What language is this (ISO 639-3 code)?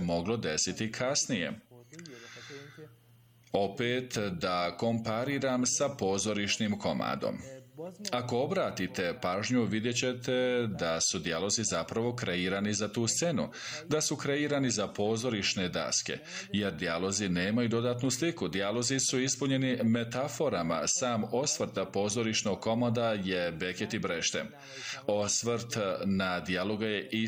bos